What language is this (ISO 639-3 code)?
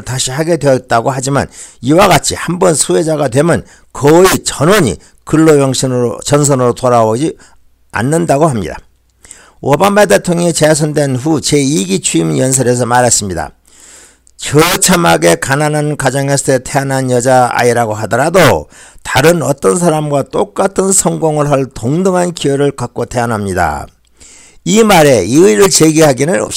kor